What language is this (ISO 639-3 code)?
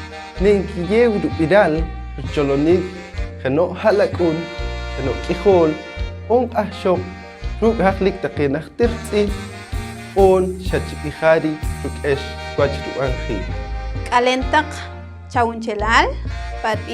poh